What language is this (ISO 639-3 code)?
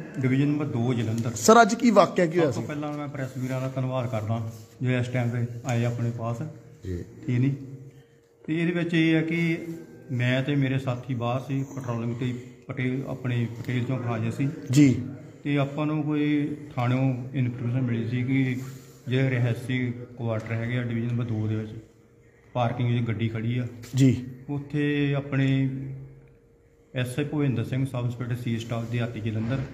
pan